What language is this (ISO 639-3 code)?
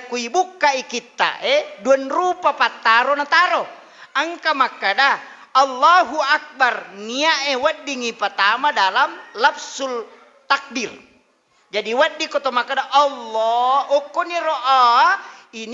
bug